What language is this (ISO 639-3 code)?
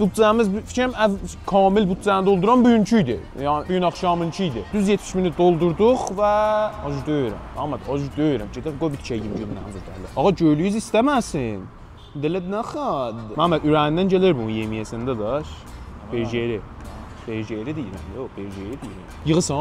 azb